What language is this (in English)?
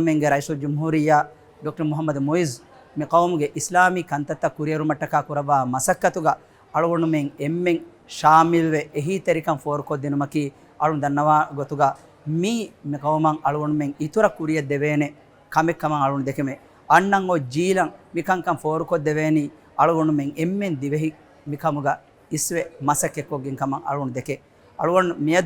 Divehi